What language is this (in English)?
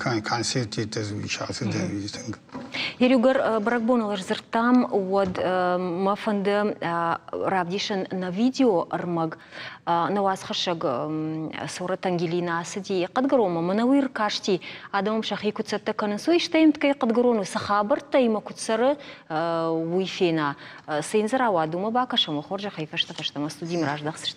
Ossetic